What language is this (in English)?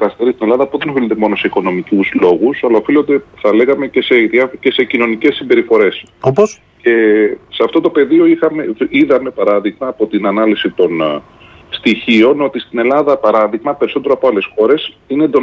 Greek